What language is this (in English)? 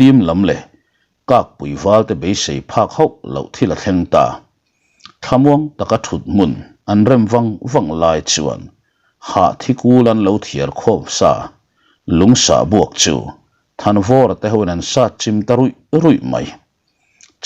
Mizo